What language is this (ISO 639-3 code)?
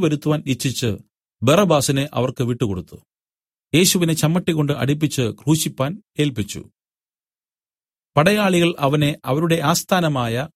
mal